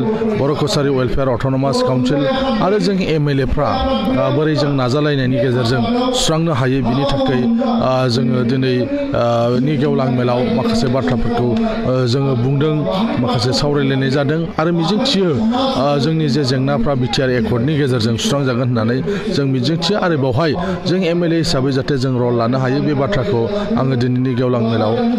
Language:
Bodo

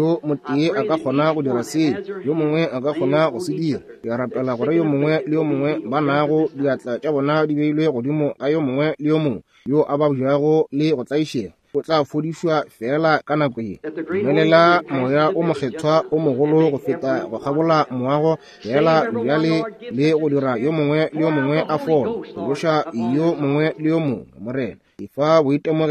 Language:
Northern Sotho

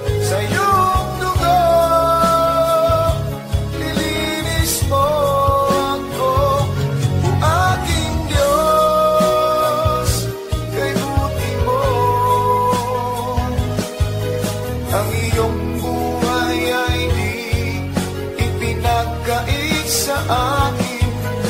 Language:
Filipino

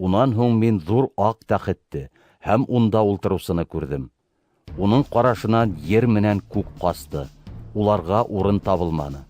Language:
Bashkir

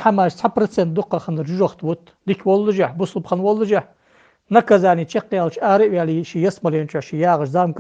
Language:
Ingush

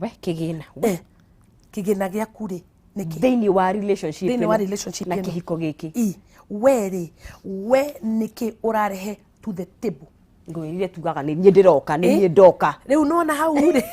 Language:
Kikuyu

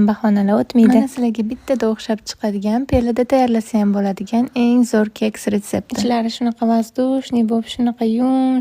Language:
Uzbek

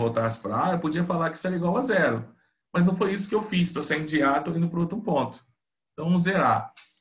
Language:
Portuguese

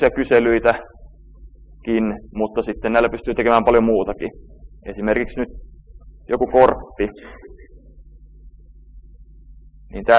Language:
Finnish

